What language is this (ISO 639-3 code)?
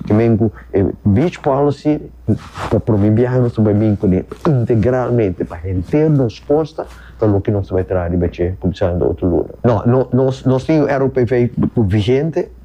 pap